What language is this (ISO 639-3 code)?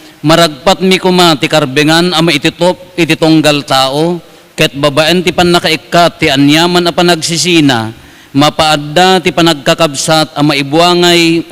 ilo